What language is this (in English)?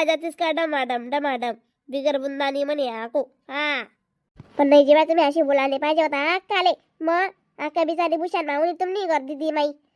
Khandesi